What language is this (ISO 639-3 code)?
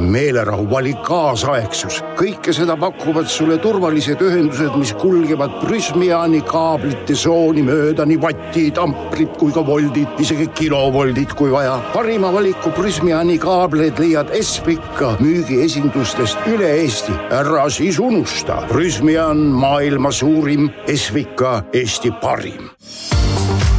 est